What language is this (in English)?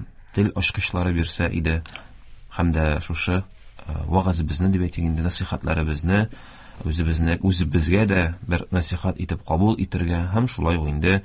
Tatar